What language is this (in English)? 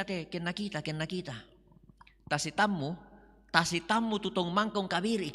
Toraja-Sa'dan